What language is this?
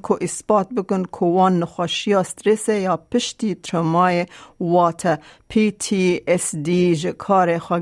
Kurdish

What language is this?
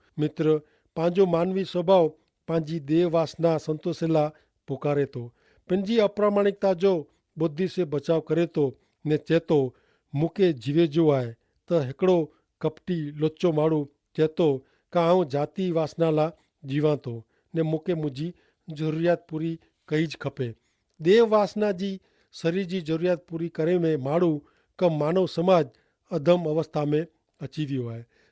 Kachhi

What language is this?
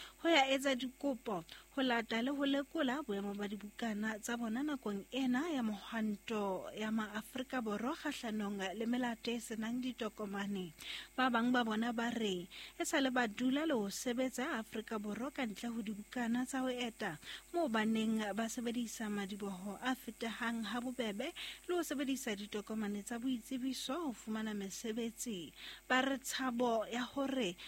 Southern Sotho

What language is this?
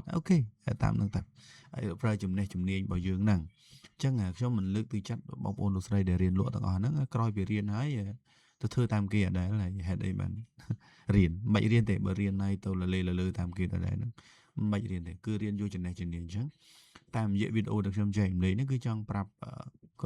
Khmer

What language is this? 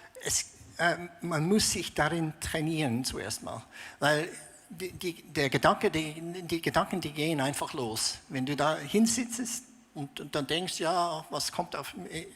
Swiss German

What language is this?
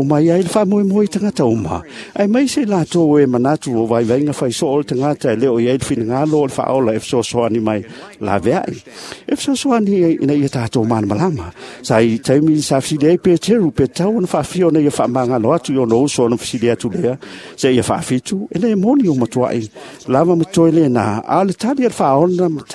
Samoan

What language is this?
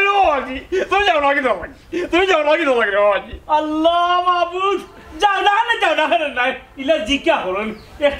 Sylheti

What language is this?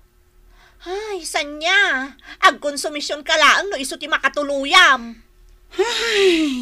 Iloko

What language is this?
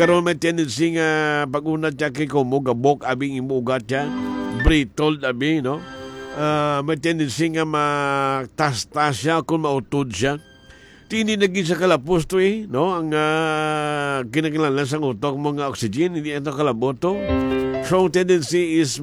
Hiligaynon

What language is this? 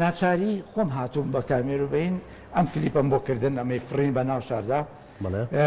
Central Kurdish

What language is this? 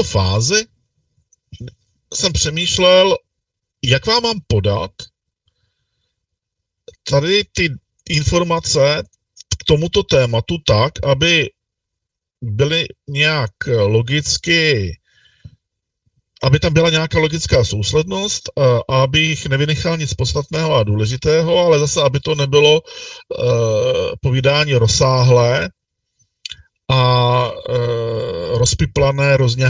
Czech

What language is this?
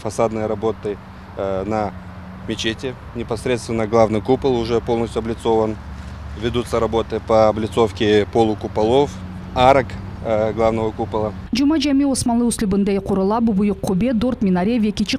Crimean Tatar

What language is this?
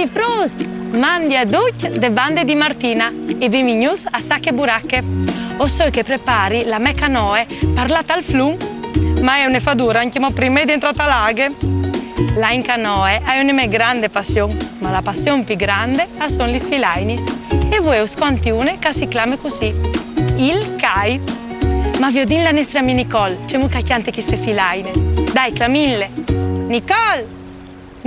Friulian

